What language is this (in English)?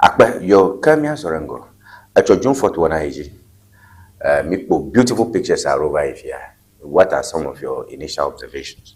Ewe